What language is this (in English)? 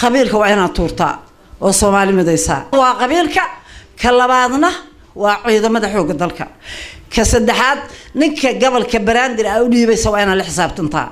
Somali